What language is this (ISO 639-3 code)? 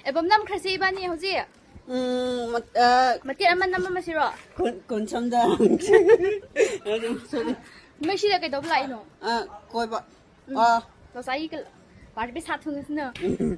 mni